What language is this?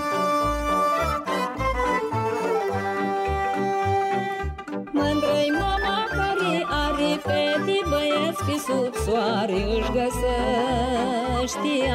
Romanian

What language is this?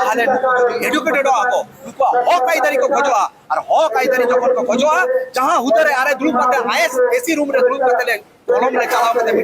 Santali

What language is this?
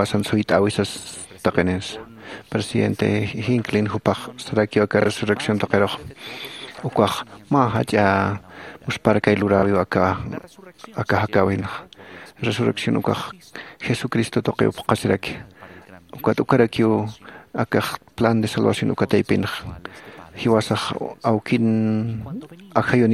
Aymara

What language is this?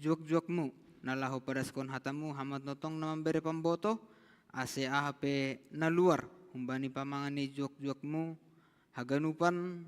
Batak Simalungun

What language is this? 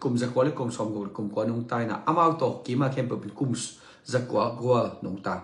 Tedim Chin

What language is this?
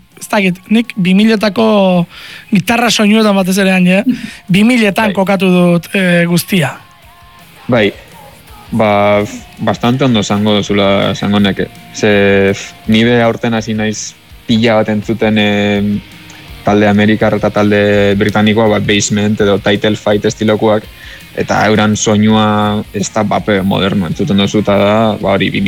Basque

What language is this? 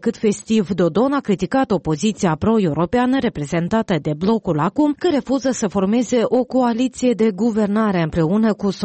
Romanian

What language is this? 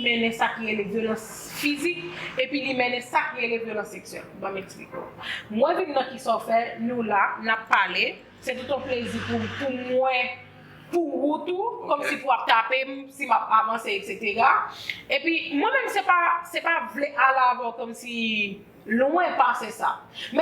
Haitian Creole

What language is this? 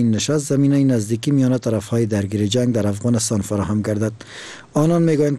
Persian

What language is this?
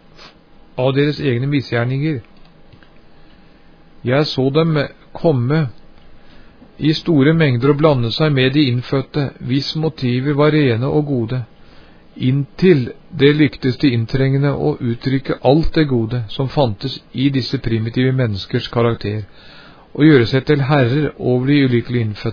Norwegian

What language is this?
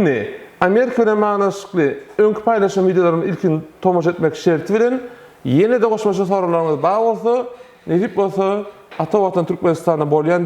Turkmen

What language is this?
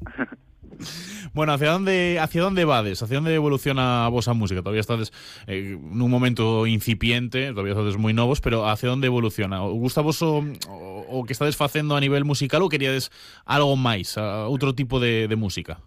Galician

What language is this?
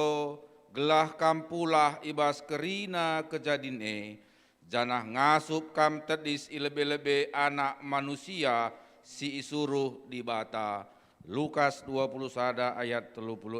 Batak Karo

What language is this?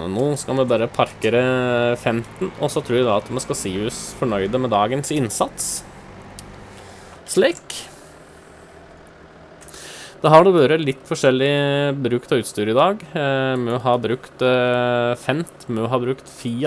Norwegian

